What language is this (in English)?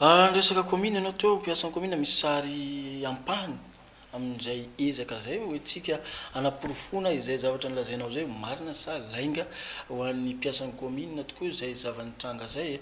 Malagasy